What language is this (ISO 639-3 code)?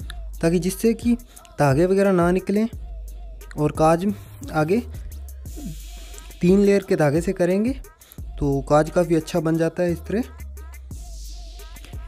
hin